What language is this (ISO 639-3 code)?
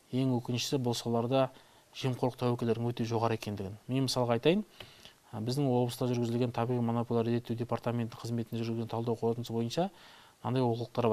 kaz